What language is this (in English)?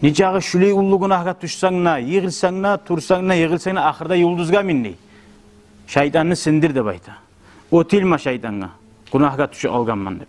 Kumyk